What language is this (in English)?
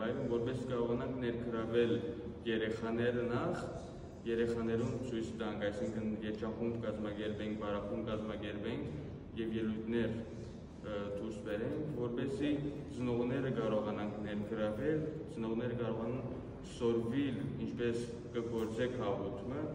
Western Armenian